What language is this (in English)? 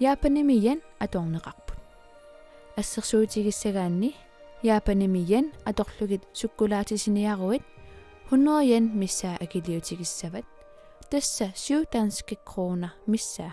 Kalaallisut